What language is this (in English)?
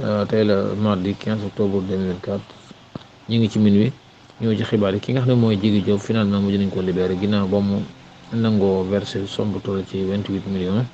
Wolof